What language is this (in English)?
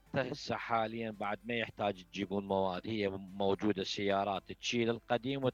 Mesopotamian Arabic